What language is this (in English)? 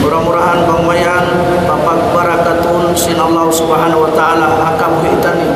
Tausug